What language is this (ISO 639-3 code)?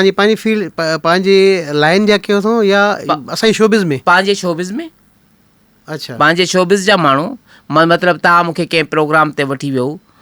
snd